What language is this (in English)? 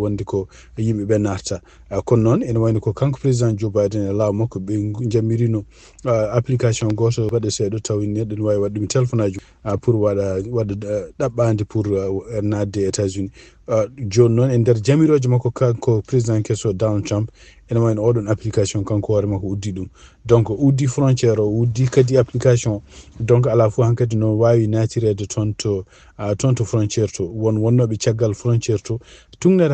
Fula